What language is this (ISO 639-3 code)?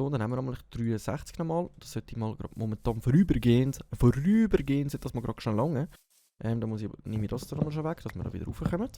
gsw